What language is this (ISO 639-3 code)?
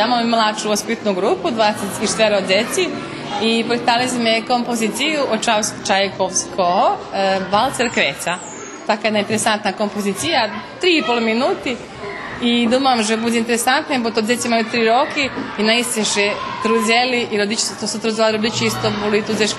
rue